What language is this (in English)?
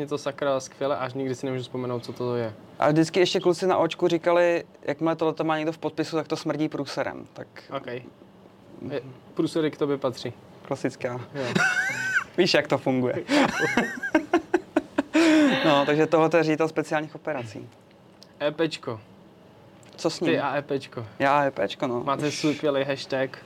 Czech